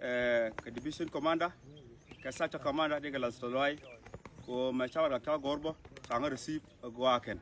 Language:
Nuer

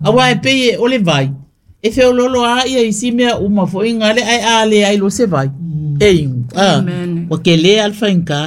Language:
Samoan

